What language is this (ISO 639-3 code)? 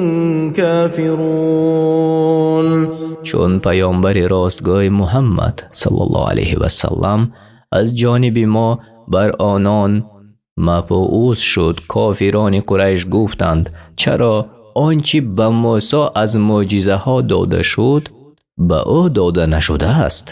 tgk